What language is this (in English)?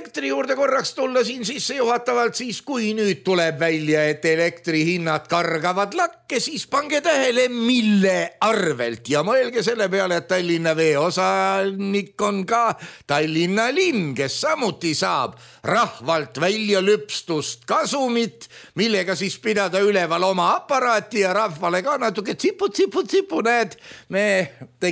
Estonian